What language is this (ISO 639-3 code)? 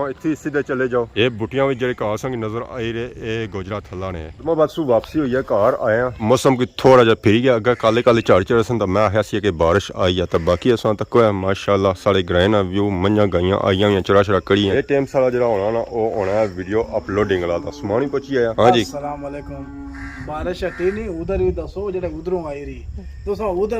phr